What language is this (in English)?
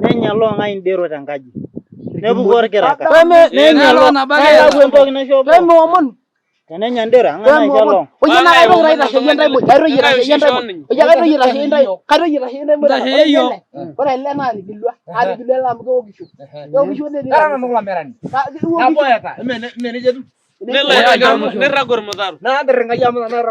Masai